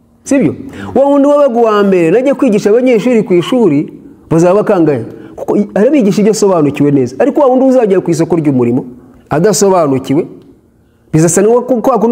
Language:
Kinyarwanda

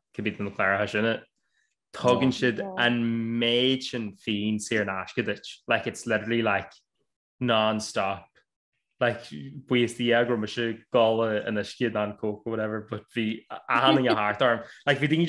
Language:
Irish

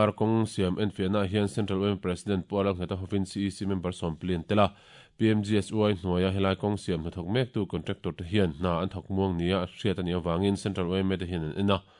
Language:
Mizo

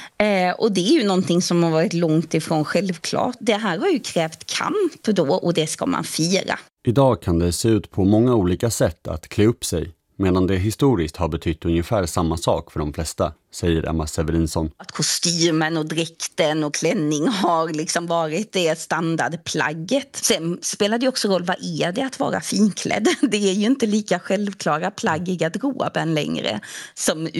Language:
Swedish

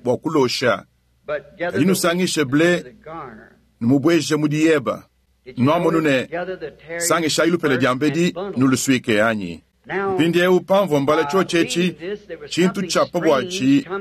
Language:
Luba-Lulua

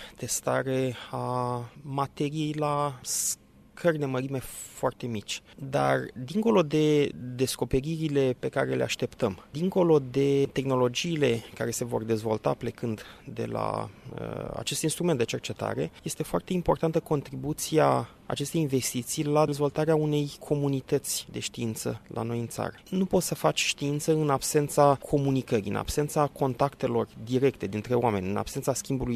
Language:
Romanian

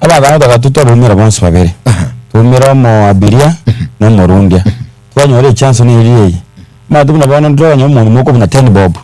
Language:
Gusii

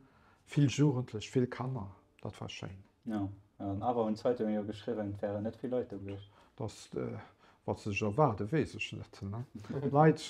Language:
Luxembourgish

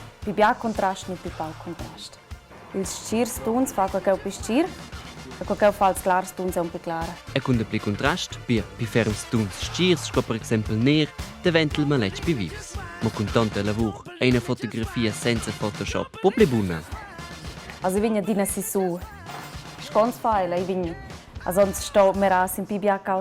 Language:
Romansh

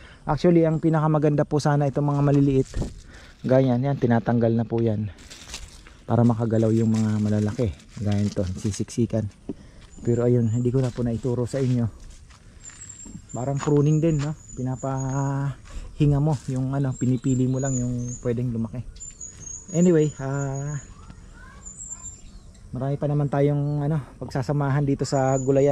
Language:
Filipino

